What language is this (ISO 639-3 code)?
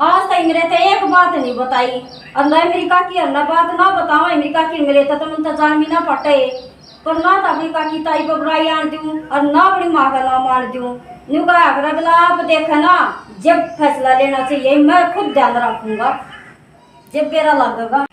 bgc